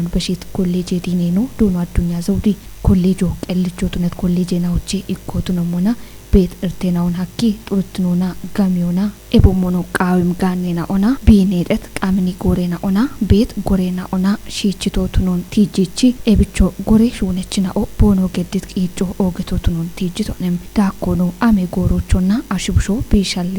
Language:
Kafa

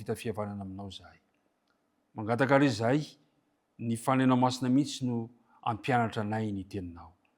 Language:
Malagasy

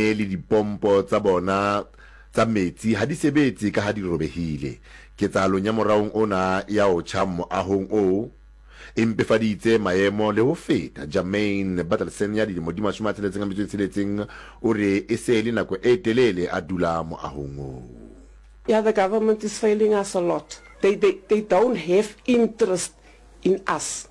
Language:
Southern Sotho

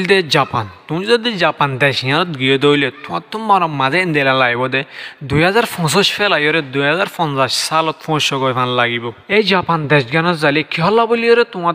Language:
Rohingya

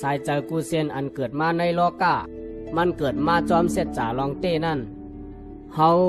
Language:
Shan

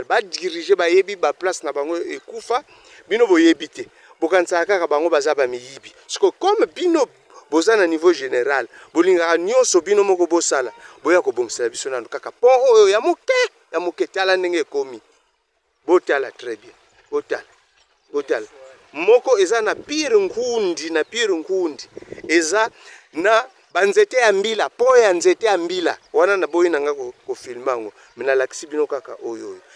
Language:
Lingala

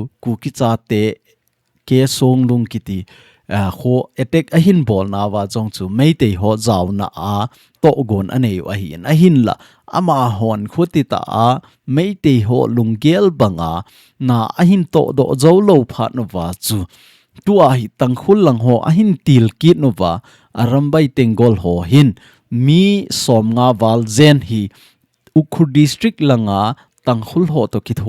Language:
Thado Chin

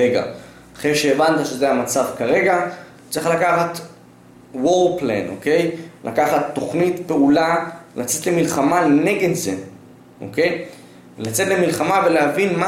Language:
Hebrew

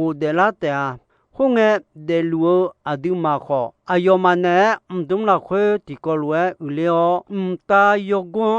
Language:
Akha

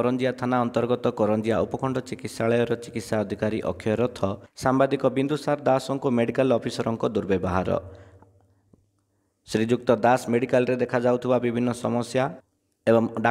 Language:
Odia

